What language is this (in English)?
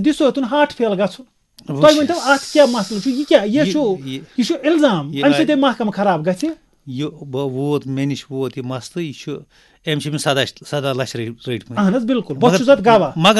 Kashmiri